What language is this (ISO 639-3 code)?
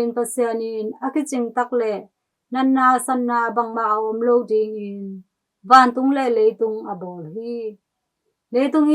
ctd